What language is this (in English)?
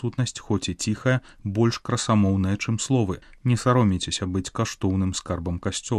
Belarusian